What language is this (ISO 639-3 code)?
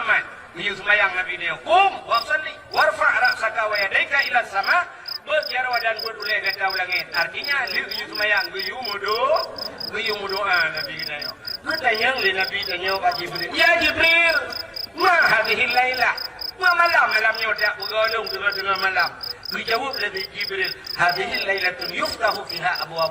ace